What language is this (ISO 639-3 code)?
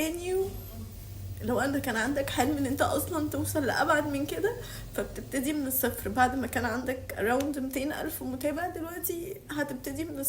arz